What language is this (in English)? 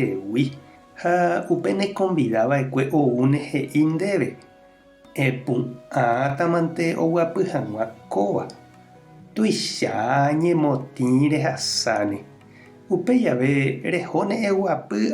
Guarani